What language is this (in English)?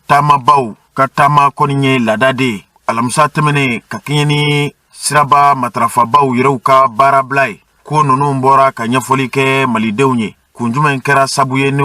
Bambara